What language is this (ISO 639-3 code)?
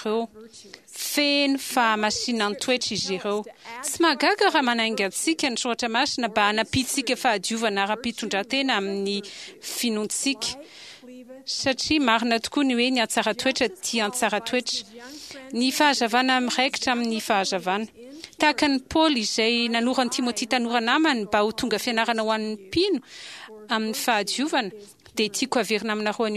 mlg